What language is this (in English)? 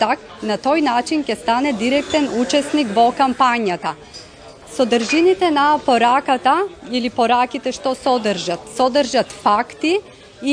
Macedonian